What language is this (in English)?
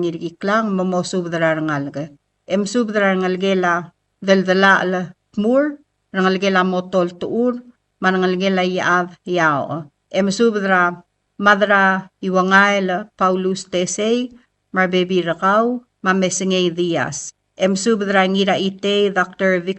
Palauan